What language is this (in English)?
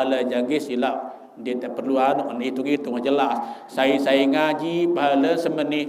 Sasak